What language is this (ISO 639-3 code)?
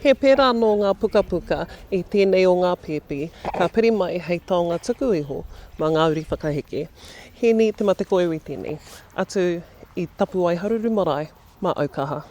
mri